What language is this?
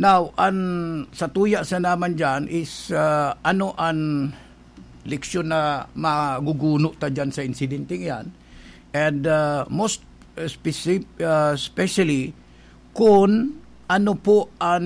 Bikol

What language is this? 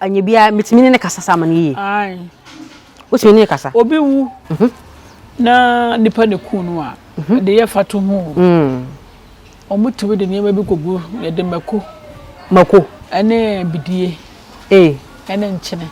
Akan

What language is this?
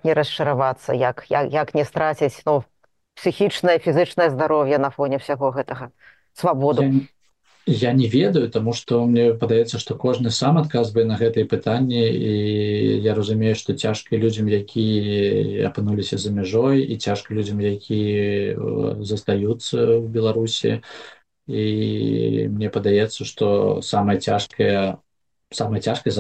Belarusian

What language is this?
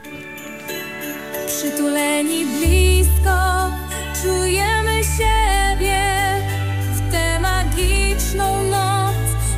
Polish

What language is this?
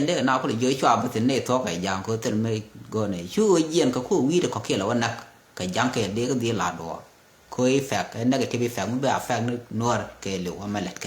Nuer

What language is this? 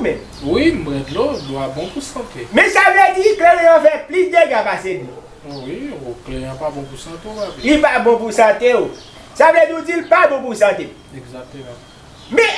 Haitian Creole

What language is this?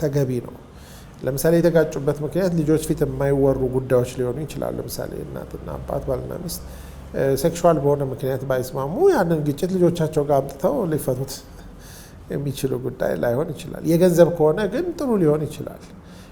Amharic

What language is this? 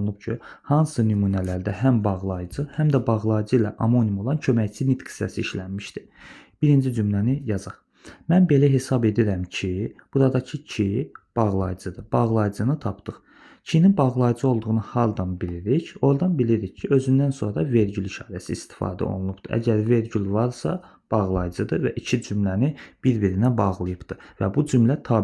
Azerbaijani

